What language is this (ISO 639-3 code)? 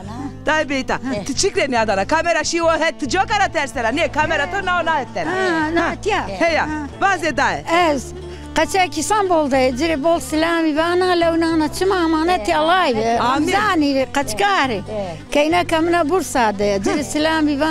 zza